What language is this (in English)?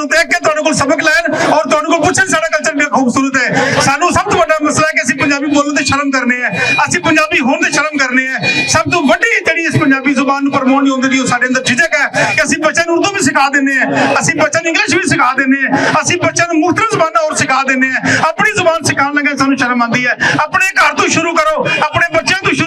Western Panjabi